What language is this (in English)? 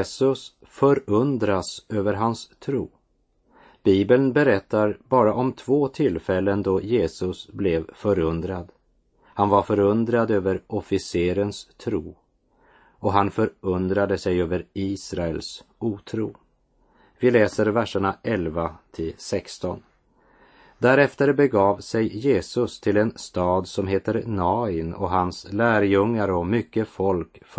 Swedish